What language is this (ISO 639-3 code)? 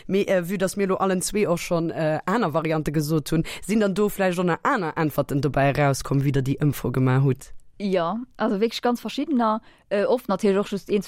ltz